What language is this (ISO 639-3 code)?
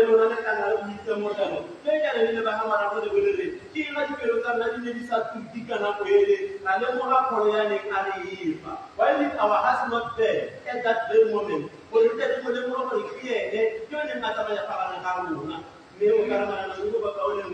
tsn